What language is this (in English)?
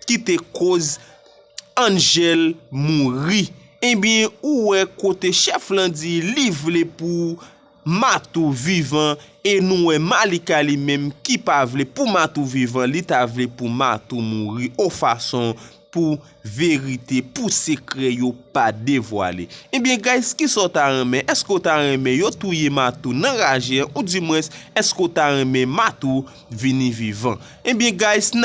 Haitian Creole